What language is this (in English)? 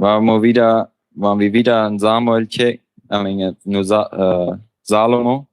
Plautdietsch